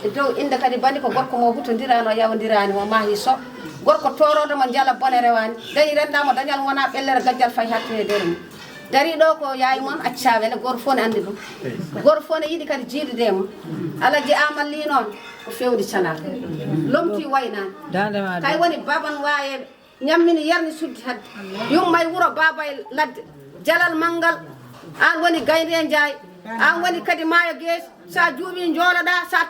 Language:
Fula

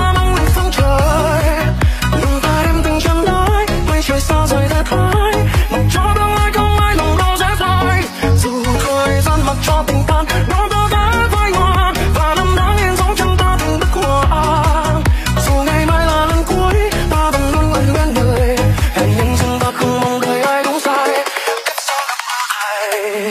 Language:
Vietnamese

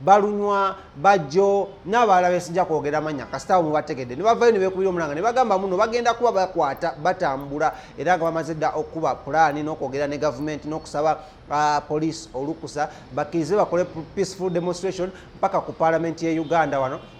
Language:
Ganda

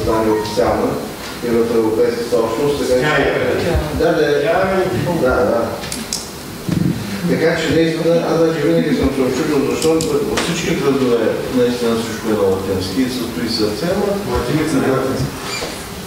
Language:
Bulgarian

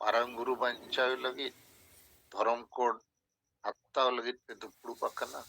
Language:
Santali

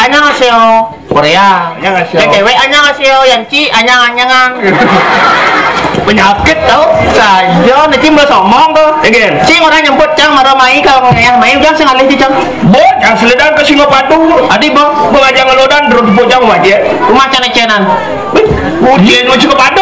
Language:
Indonesian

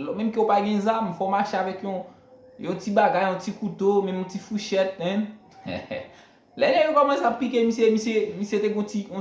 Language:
Haitian Creole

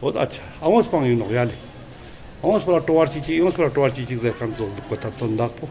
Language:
Ladakhi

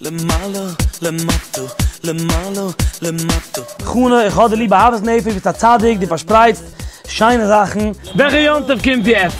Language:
Yiddish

